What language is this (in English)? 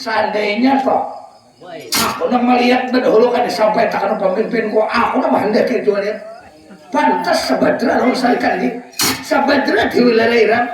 Banjar